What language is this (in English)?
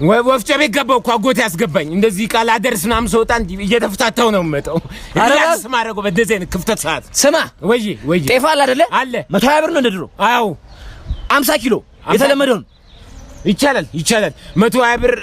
Amharic